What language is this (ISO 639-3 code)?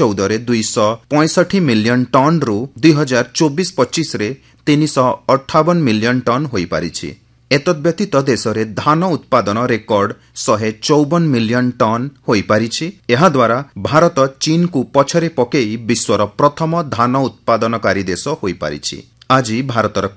ori